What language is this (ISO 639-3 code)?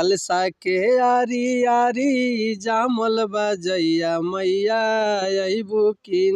bho